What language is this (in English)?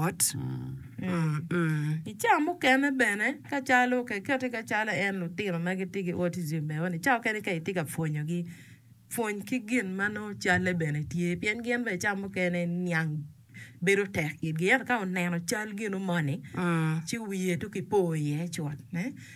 Acoli